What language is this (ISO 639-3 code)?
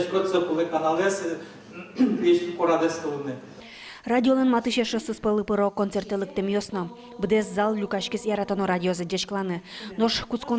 udm